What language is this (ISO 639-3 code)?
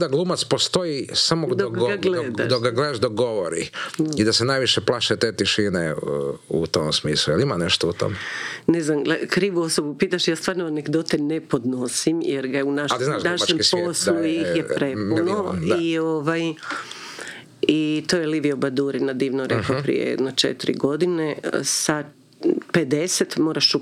hrv